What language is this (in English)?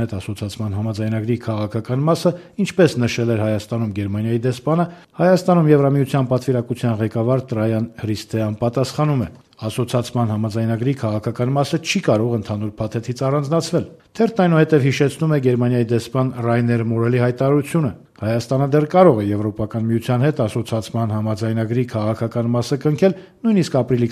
Armenian